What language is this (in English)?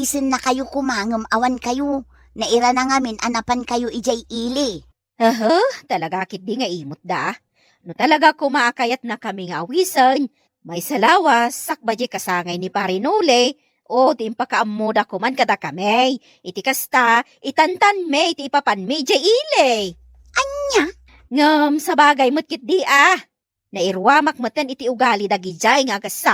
Iloko